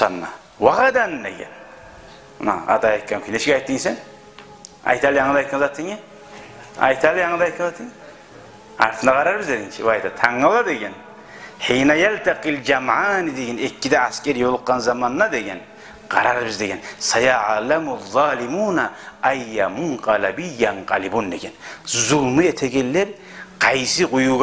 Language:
Kumyk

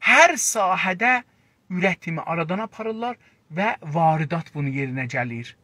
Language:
South Azerbaijani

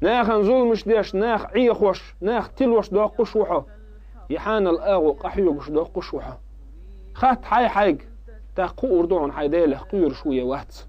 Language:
Chechen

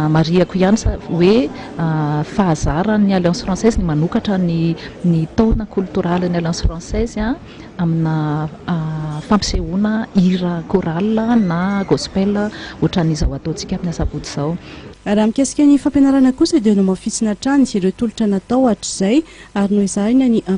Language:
Malagasy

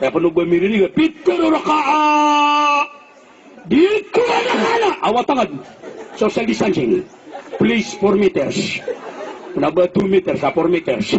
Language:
Maranao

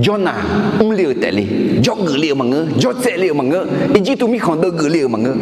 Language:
Akha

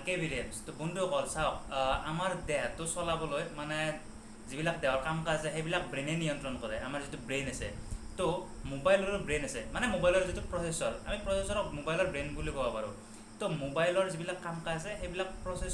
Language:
Assamese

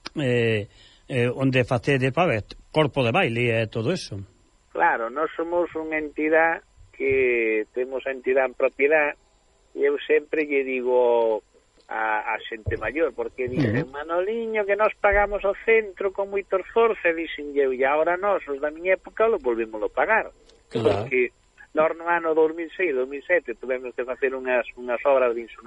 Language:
Galician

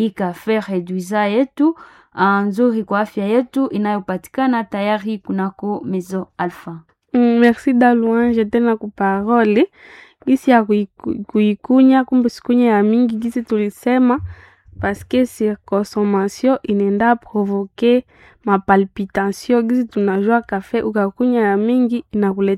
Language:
Swahili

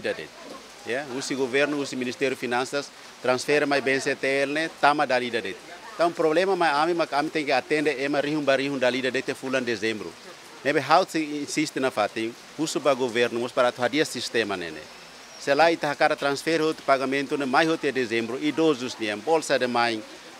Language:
Tetum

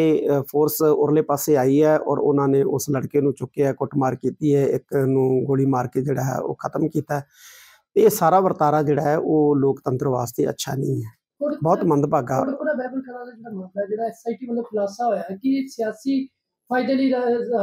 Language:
Punjabi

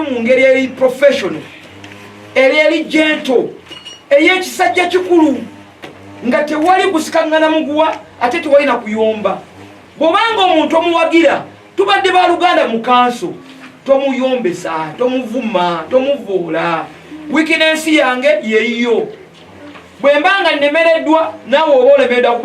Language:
Ganda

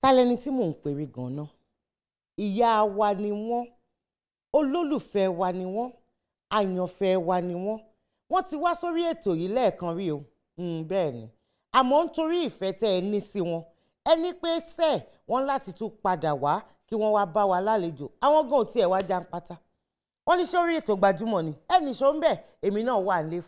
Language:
Yoruba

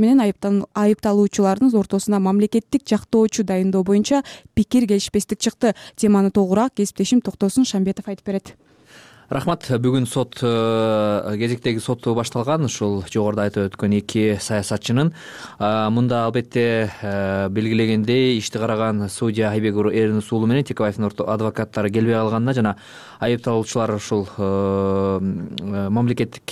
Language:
Kyrgyz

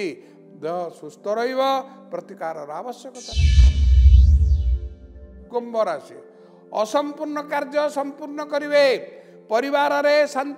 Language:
Odia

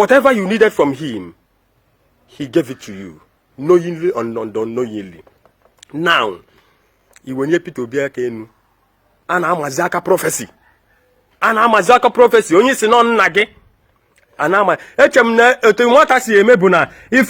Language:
Igbo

